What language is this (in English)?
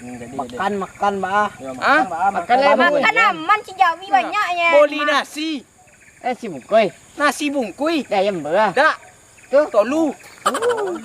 Minangkabau